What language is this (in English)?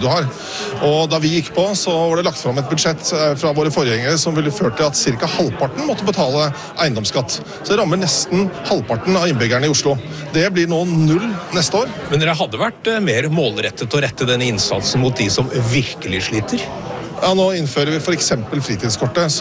Norwegian